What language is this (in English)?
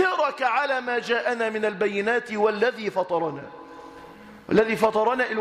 Arabic